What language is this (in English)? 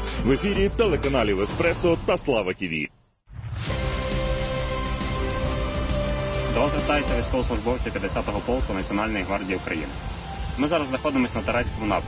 Ukrainian